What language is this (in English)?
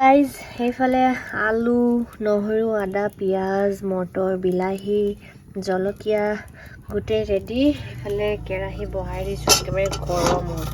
Assamese